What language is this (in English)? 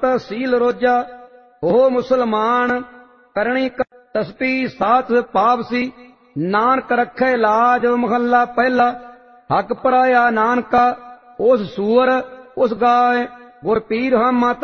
Punjabi